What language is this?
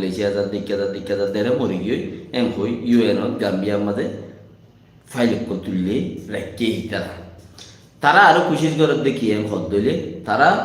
Rohingya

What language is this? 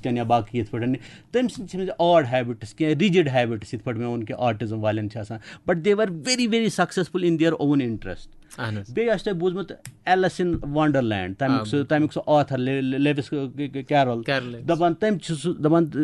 Kashmiri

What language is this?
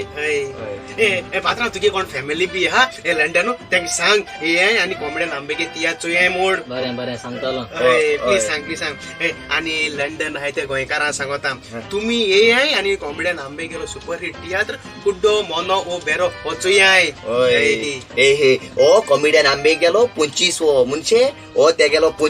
Konkani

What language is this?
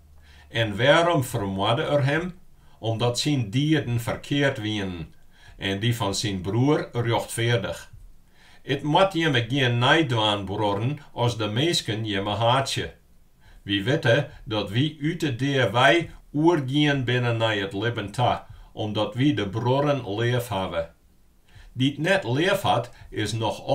Western Frisian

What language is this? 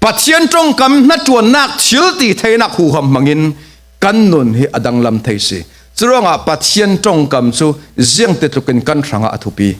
Falam Chin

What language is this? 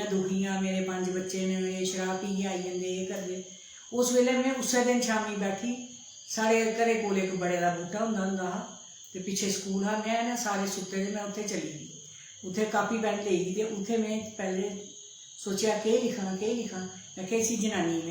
Dogri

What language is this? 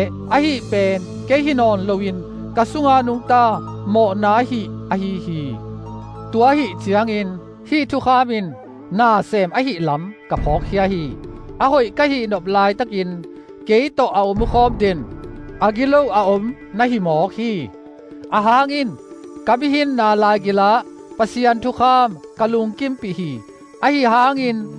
Tedim Chin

